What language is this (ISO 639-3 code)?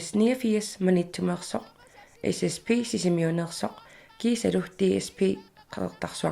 kal